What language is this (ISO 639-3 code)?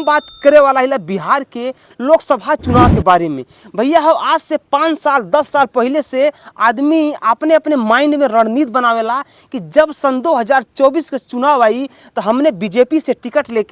bho